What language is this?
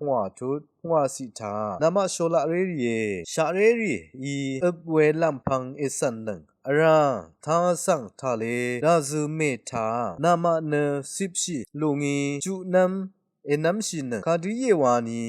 Rawang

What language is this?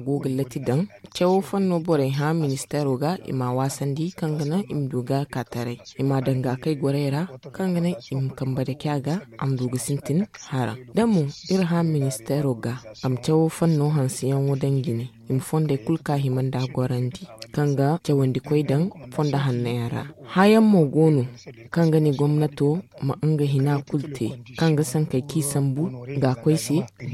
Zarma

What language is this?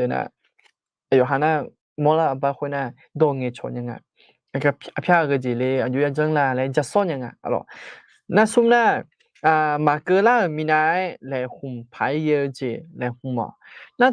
Akha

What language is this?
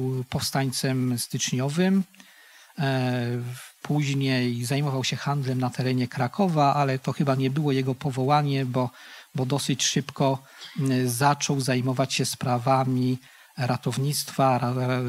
Polish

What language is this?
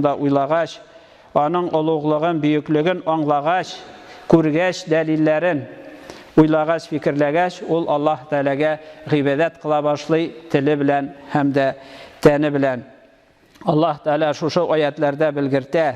Tatar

